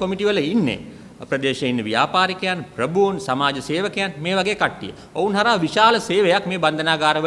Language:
Sinhala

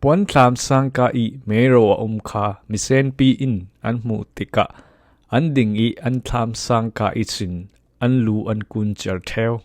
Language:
Falam Chin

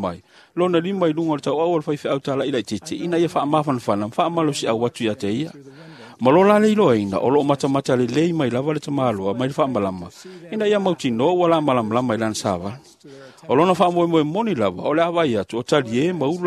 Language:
Samoan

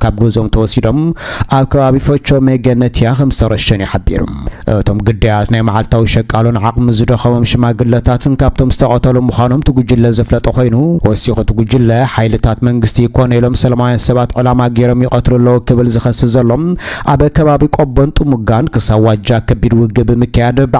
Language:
Tigrinya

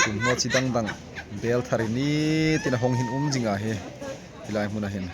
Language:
Hmar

